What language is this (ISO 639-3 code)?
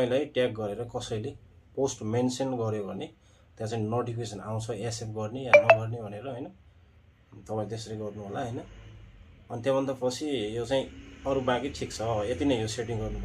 nep